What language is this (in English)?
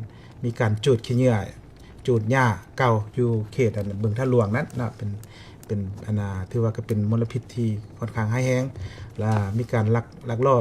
Lao